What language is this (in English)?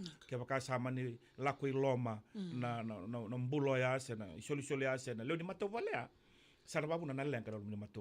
Fijian